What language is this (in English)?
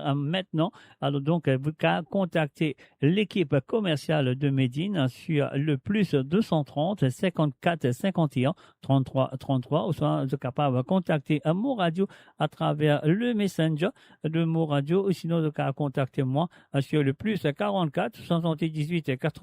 Morisyen